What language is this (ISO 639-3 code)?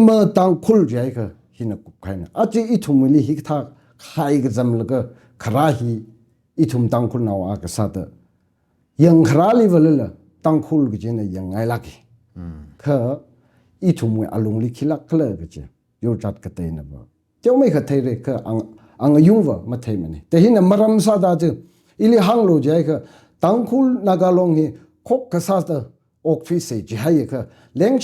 nmf